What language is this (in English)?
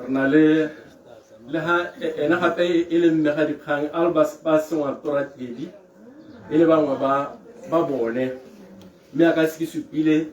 Tswana